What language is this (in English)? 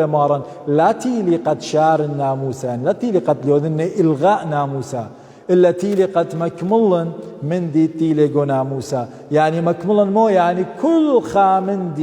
Assyrian Neo-Aramaic